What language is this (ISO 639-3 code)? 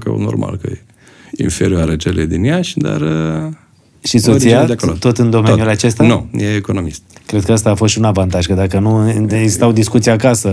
ron